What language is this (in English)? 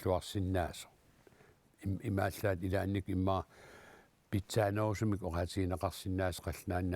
Kalaallisut